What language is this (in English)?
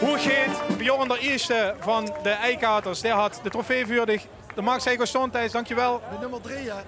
Limburgish